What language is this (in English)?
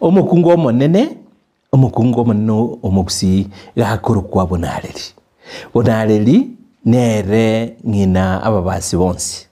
Gusii